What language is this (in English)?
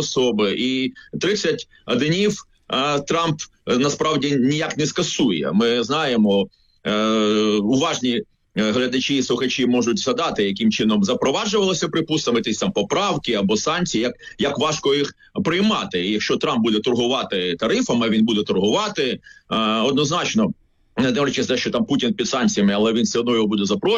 Ukrainian